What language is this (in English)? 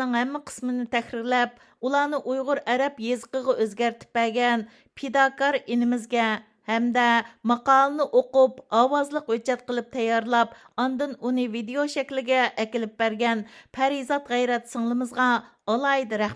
Uyghur